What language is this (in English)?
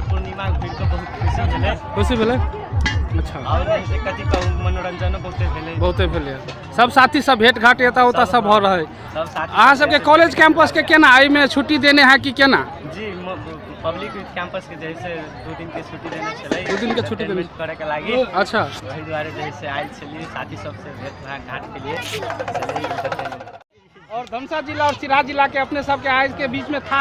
Maithili